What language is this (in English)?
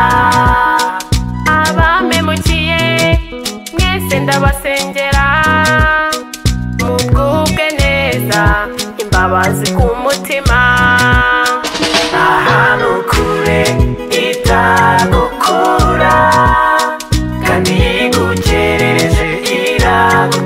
Kinyarwanda